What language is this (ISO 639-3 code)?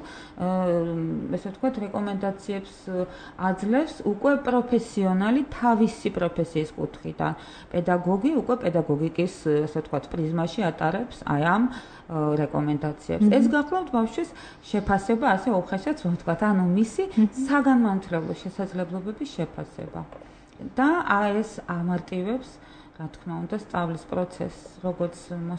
kat